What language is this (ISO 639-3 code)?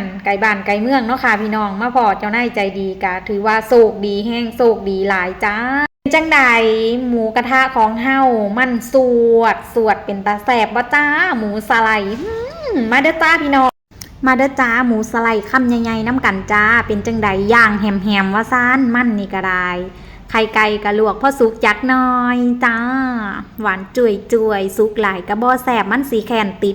tts